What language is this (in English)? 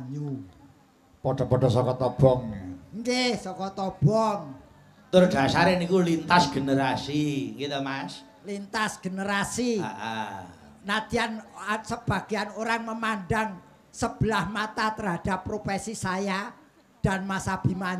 Javanese